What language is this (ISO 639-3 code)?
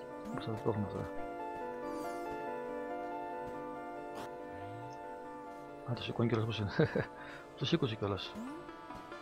ell